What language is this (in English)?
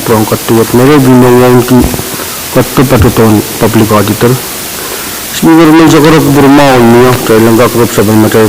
Pohnpeian